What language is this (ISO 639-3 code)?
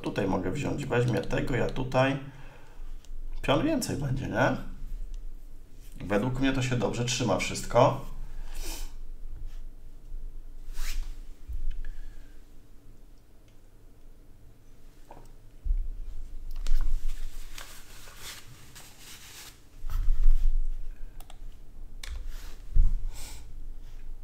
pol